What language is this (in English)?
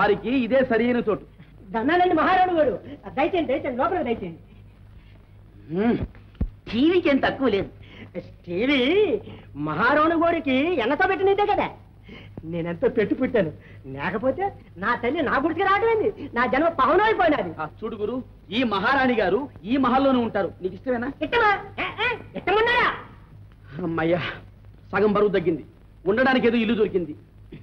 Telugu